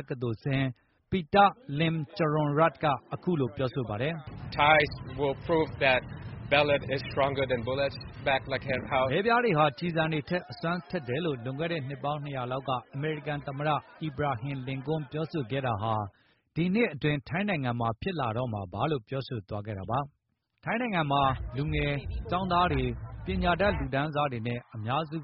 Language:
Burmese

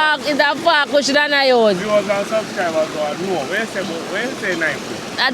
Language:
Jamaican Creole English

